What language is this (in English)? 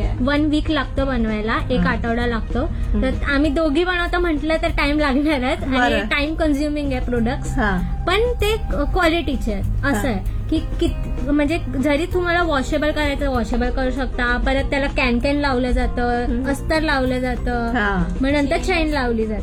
Marathi